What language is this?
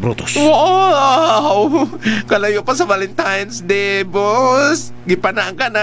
Cebuano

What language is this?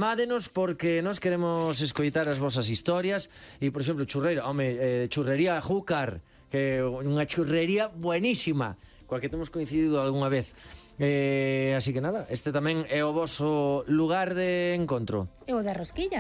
Galician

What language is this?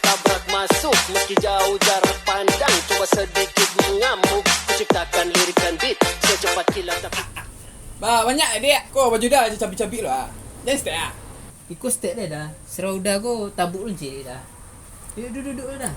Minangkabau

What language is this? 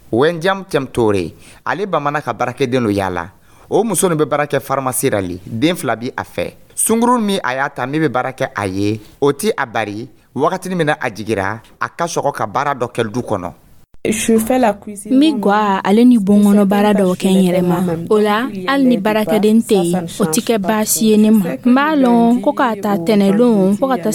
Dyula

